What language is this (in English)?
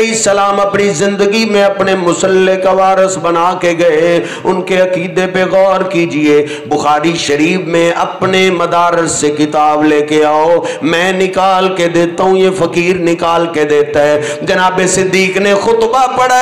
Urdu